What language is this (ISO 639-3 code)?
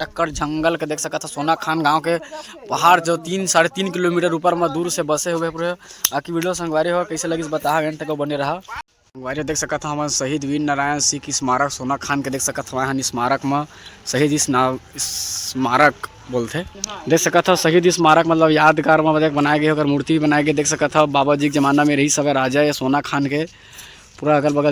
hne